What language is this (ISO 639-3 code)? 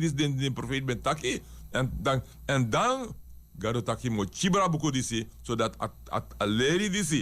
srn